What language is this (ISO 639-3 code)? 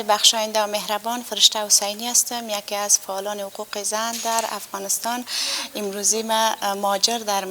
fas